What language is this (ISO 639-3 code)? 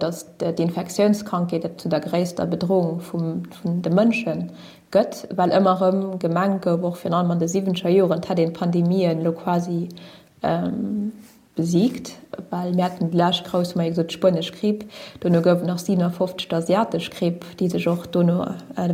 ltz